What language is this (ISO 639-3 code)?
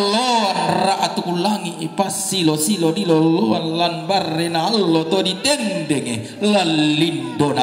sda